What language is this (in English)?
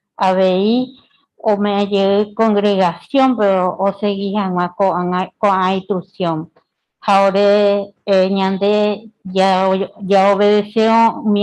Guarani